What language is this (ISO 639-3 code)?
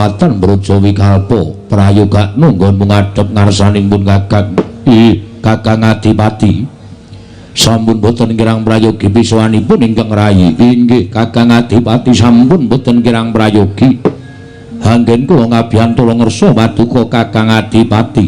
jav